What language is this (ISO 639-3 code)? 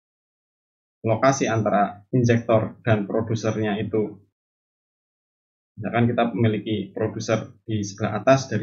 ind